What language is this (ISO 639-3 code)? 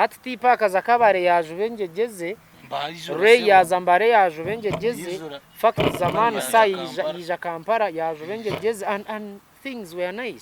nyn